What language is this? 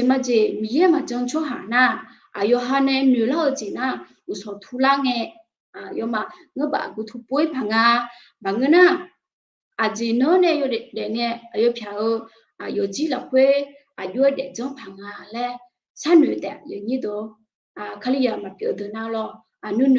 Akha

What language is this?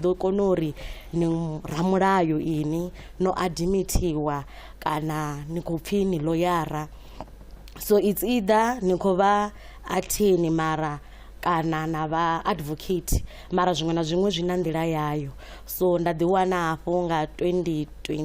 Venda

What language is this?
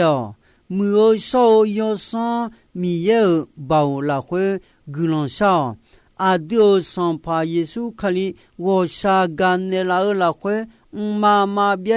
Akha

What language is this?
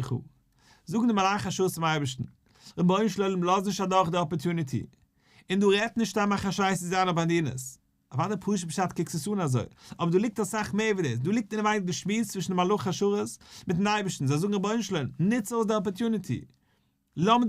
Yiddish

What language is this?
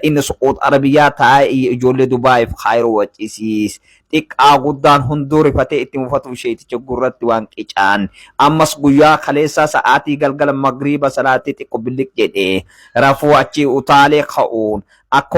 Oromo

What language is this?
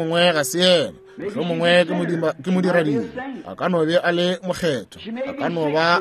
Northern Sotho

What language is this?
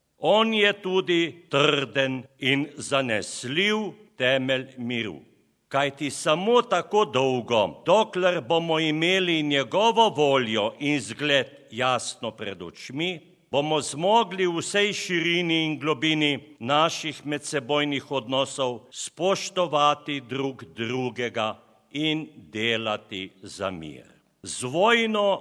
Slovenian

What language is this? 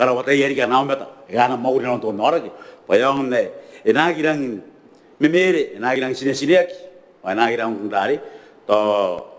Gilbertese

